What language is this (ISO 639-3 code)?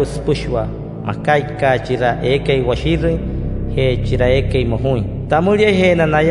guc